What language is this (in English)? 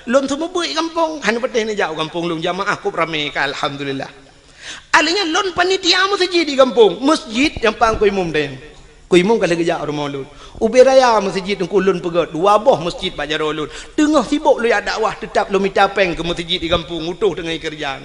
Achinese